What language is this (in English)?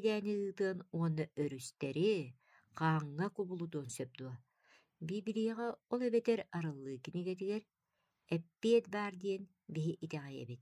Yakut